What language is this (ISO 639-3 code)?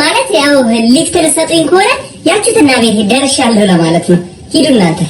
amh